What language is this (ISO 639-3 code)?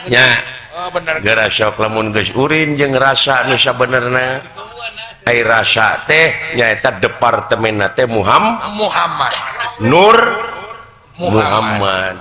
sun